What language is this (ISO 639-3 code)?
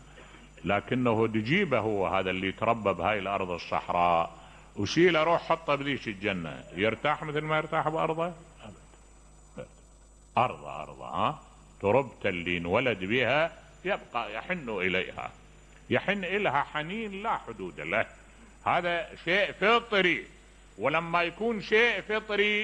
acm